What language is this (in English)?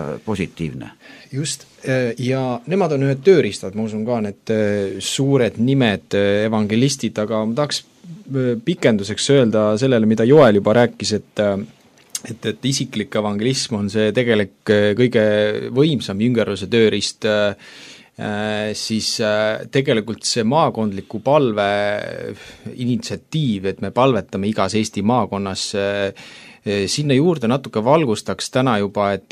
Estonian